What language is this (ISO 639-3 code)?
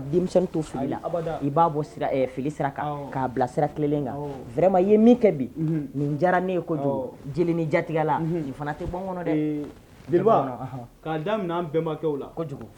bam